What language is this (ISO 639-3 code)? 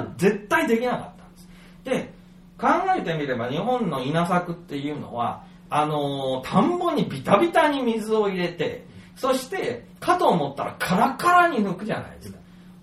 jpn